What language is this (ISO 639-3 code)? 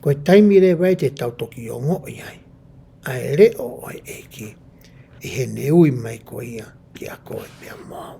ton